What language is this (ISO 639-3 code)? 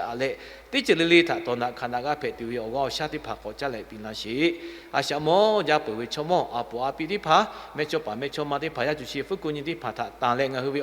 lhu